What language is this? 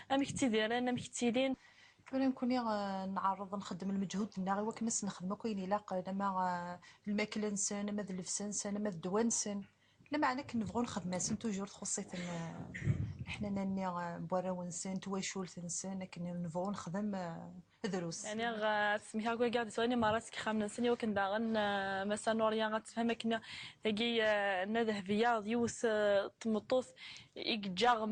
Kabyle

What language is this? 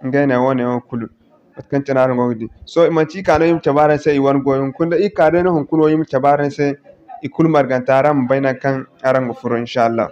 Zarma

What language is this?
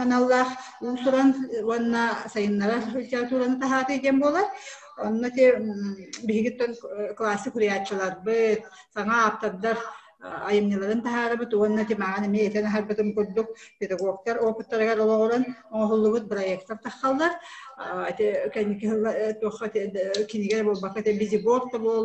Yakut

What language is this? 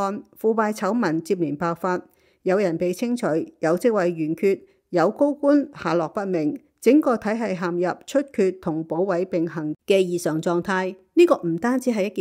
Cantonese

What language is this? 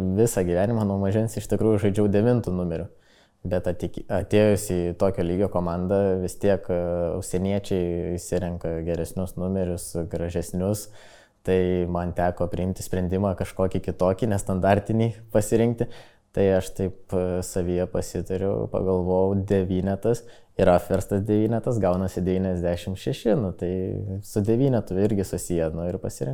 Lithuanian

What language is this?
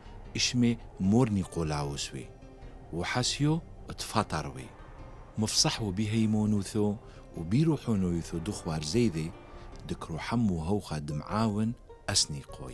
Turoyo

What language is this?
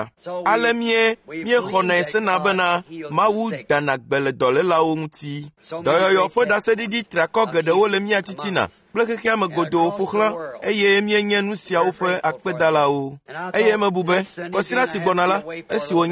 Ewe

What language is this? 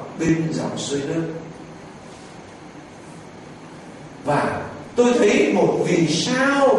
Vietnamese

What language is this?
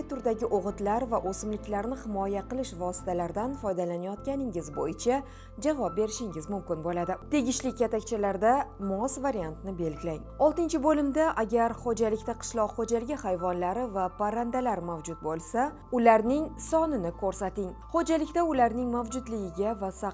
Uzbek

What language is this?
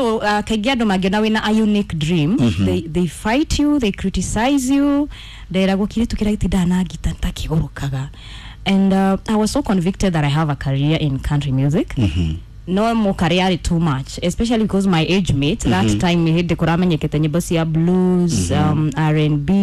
Kikuyu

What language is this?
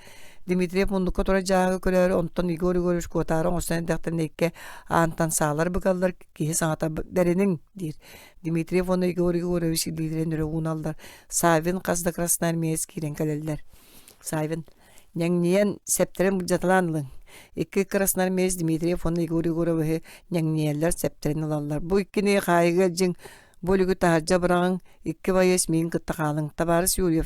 Yakut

